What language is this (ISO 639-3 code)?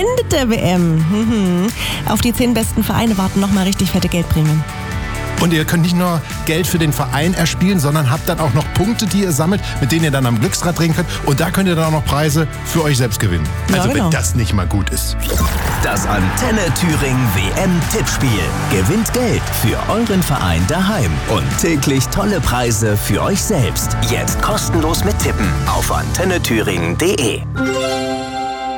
deu